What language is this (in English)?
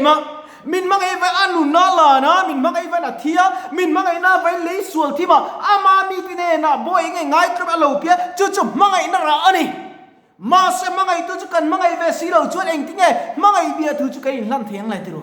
Mizo